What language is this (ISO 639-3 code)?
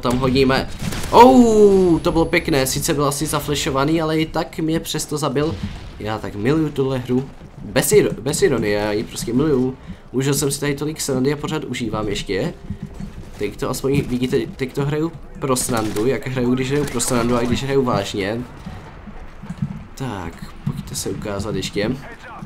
ces